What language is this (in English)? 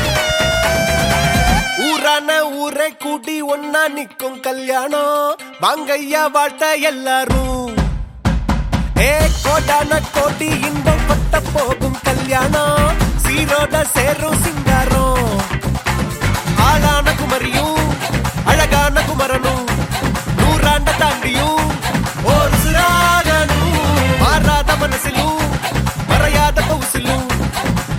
Tamil